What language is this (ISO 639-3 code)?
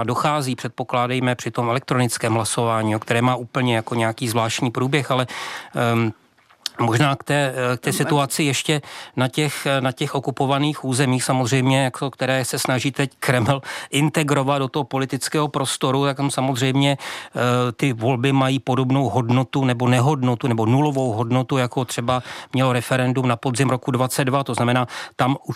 ces